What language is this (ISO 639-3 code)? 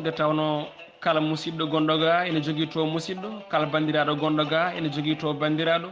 ful